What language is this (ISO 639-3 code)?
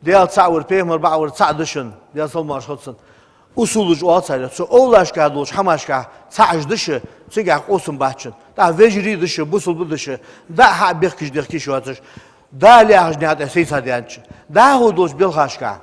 inh